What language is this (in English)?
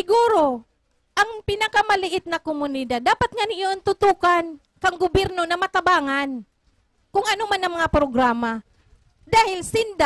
Bikol